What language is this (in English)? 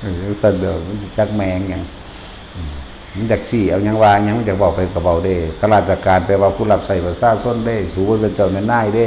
Northeastern Thai